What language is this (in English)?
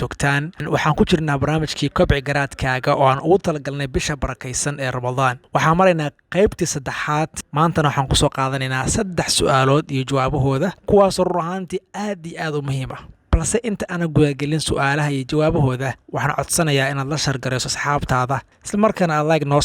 Somali